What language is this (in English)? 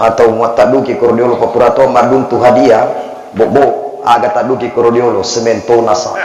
Buginese